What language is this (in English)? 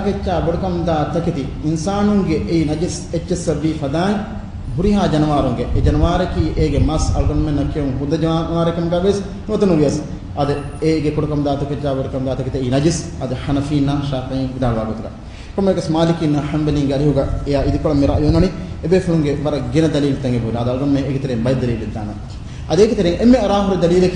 Divehi